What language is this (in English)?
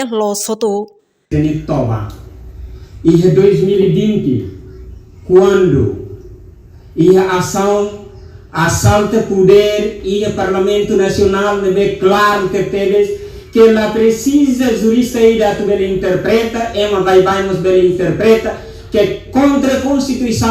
Tetum